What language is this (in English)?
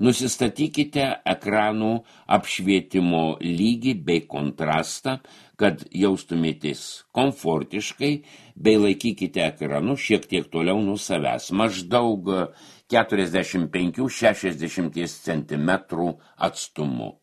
Lithuanian